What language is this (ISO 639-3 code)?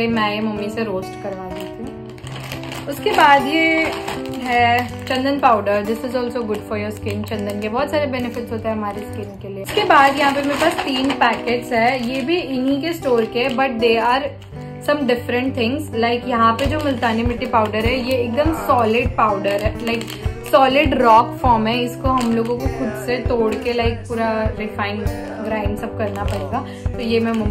hin